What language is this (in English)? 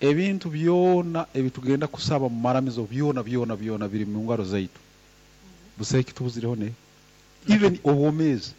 Nyoro